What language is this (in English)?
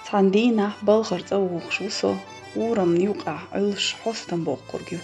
Chechen